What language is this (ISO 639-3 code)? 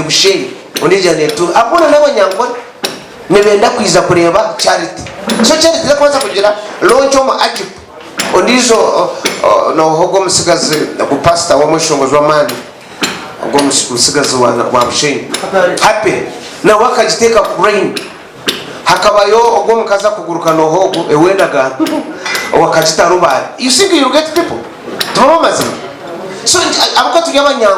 nyn